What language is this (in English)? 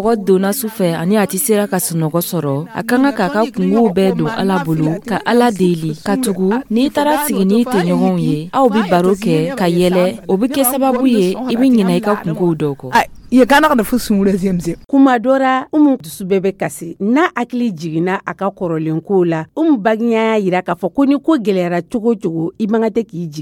Dyula